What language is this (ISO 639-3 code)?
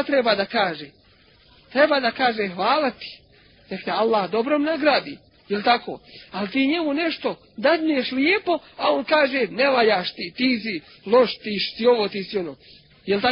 bos